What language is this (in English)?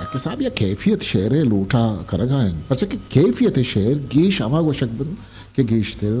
Eastern Balochi